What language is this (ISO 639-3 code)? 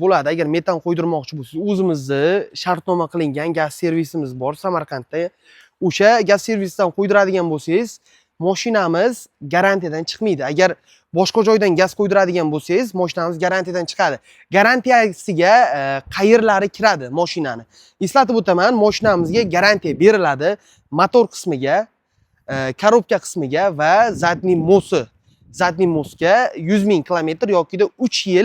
uzb